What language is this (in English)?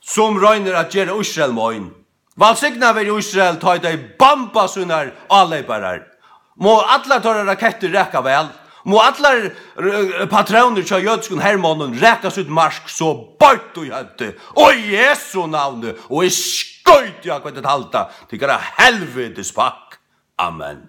Faroese